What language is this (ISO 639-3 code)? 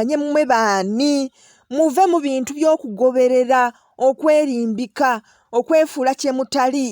lug